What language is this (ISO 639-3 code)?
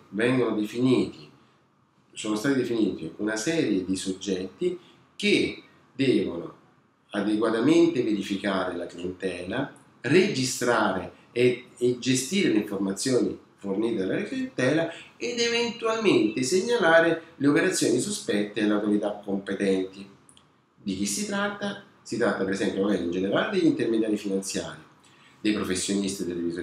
ita